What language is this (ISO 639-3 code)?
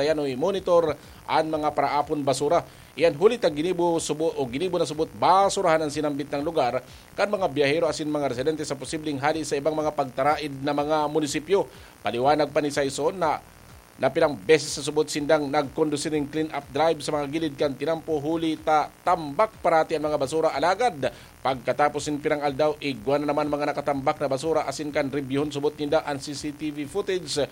bik